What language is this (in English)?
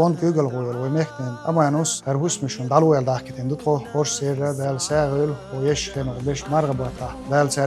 Chechen